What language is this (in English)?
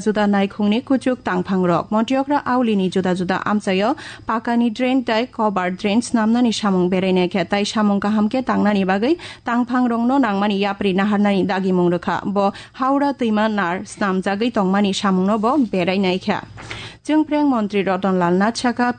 Kok Borok